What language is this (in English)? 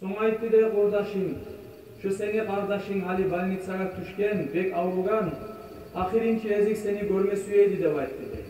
Kumyk